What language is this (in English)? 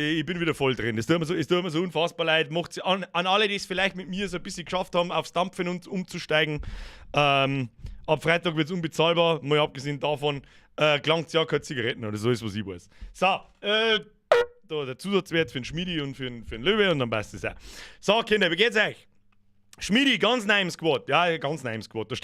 Bavarian